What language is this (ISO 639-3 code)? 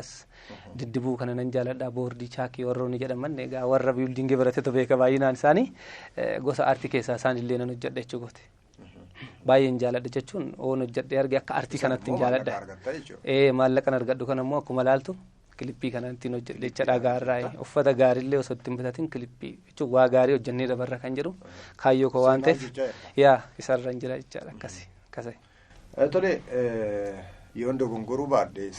orm